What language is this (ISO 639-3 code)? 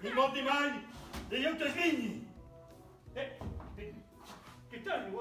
oci